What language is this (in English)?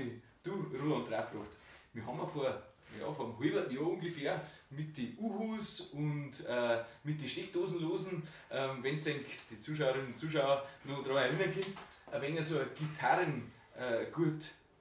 Bavarian